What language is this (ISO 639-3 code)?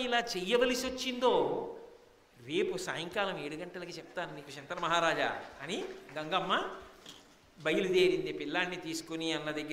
tel